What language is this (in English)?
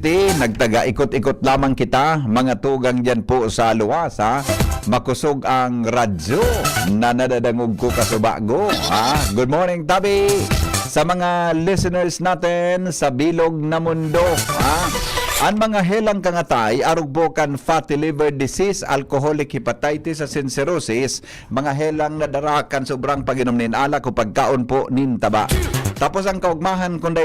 Bikol